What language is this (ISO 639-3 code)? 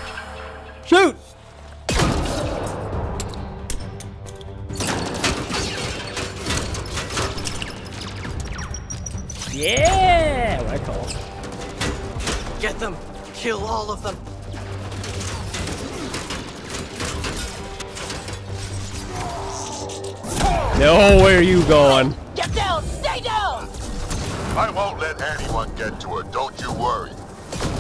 eng